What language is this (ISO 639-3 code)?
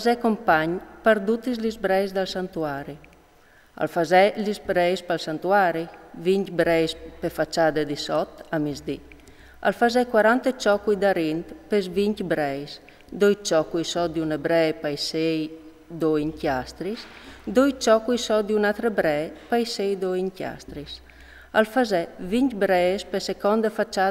fur